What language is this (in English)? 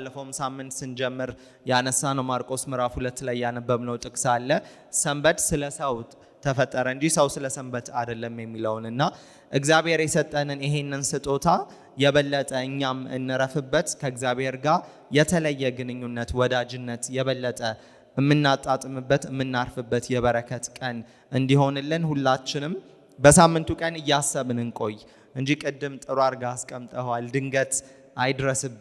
Amharic